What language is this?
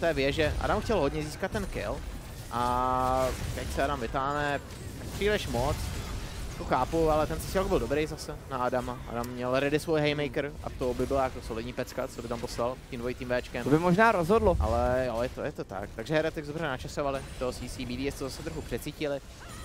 Czech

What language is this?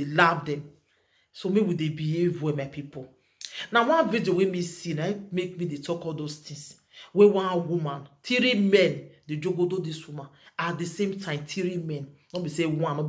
Nigerian Pidgin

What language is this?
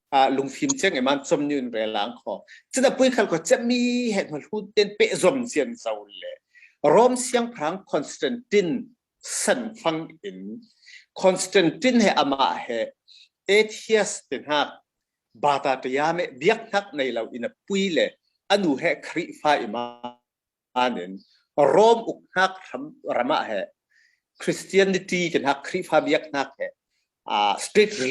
Falam Chin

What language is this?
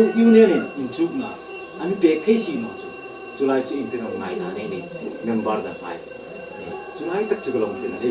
Hmar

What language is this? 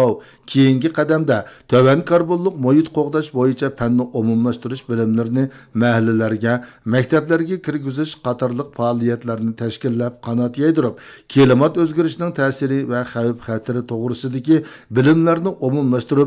Uyghur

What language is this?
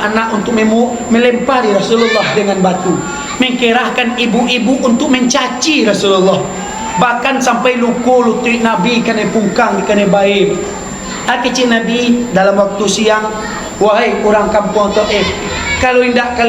Minangkabau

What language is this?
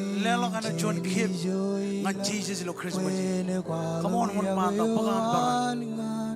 Marshallese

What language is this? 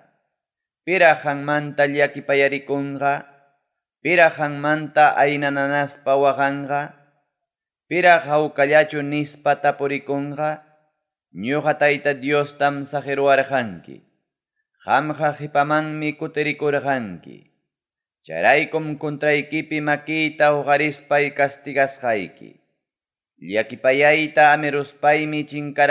Ayacucho Quechua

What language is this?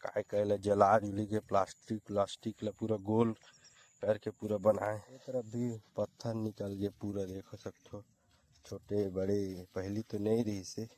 Chhattisgarhi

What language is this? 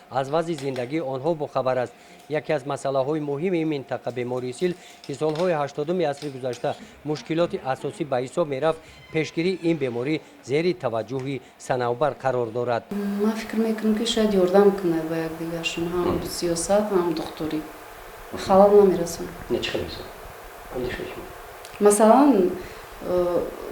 Tajik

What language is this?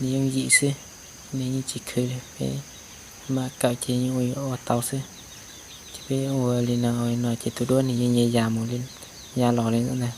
Hmong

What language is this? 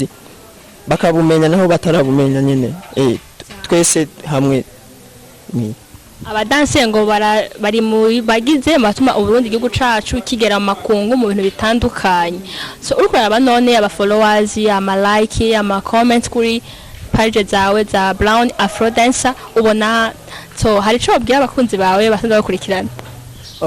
Rundi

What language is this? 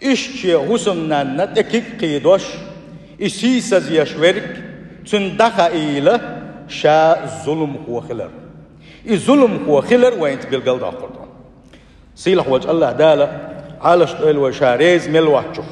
Chechen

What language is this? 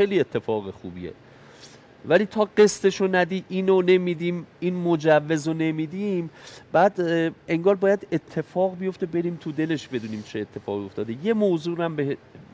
Persian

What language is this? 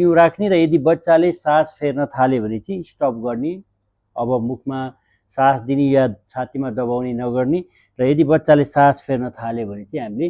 Nepali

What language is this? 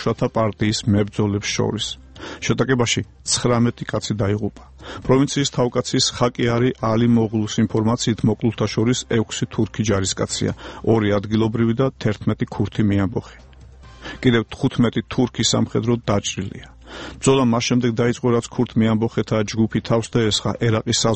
Georgian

